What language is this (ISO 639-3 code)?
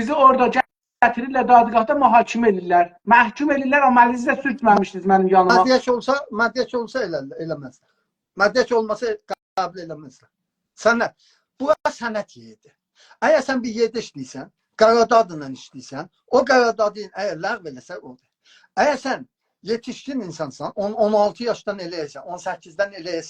azb